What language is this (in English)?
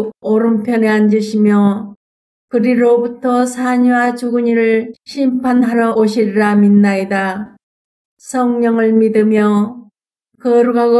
Korean